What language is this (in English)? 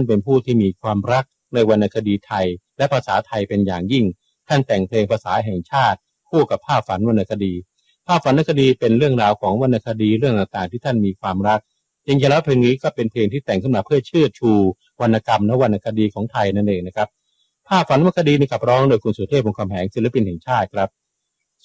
Thai